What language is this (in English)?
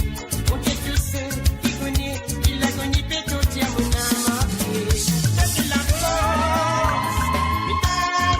Morisyen